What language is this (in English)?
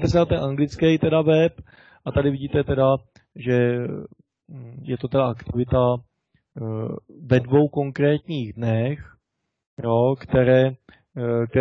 Czech